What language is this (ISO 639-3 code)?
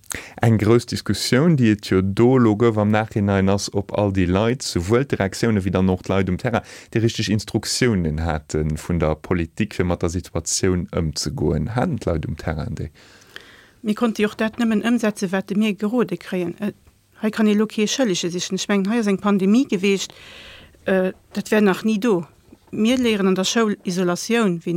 ltz